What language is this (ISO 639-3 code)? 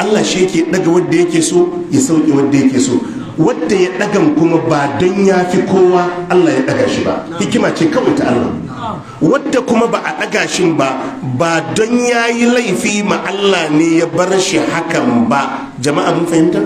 hau